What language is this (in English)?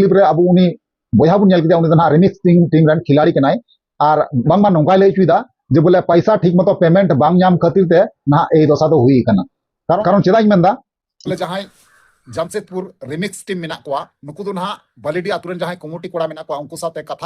Santali